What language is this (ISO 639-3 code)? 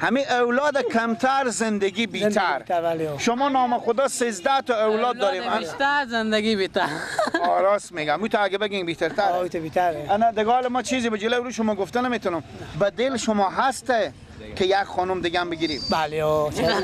fas